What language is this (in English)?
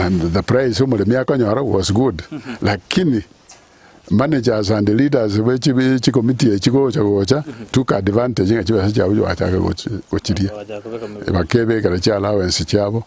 Gusii